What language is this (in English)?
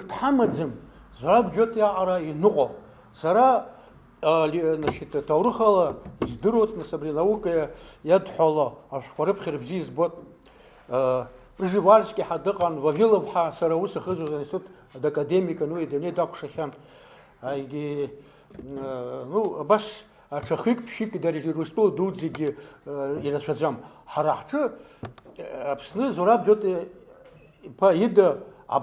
Abkhazian